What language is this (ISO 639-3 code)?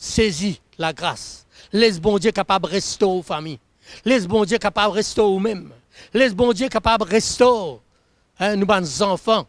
mfe